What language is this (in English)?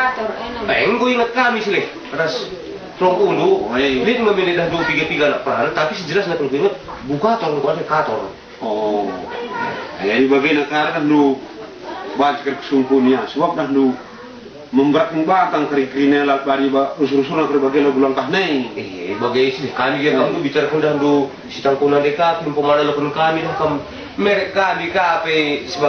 Batak Karo